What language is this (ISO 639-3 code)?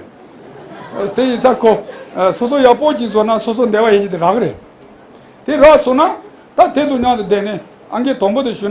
bod